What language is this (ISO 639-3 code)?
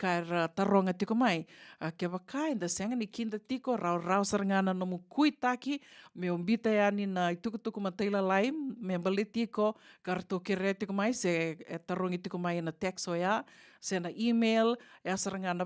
fij